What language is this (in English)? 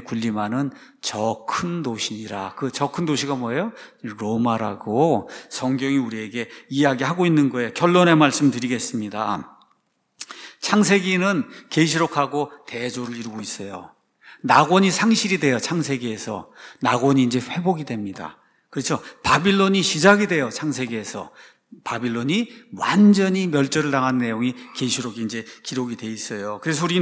Korean